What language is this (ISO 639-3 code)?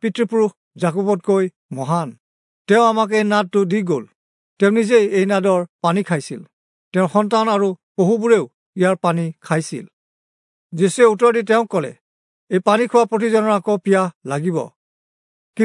asm